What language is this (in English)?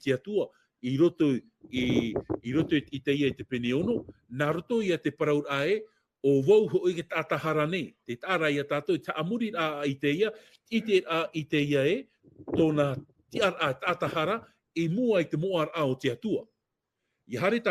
Tahitian